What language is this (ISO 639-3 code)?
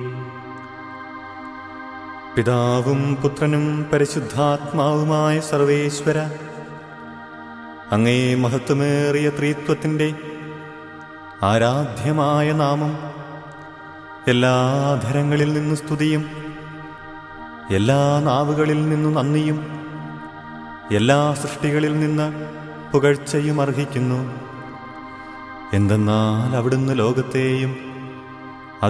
mal